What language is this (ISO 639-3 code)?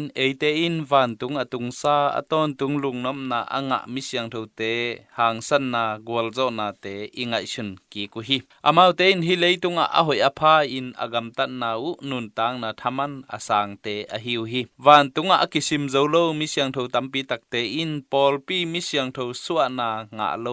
ctd